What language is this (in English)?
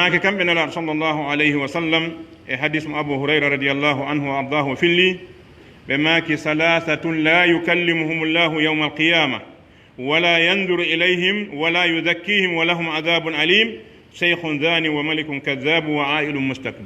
Pular